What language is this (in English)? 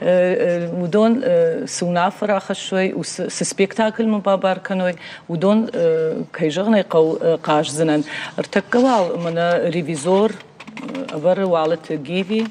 Ossetic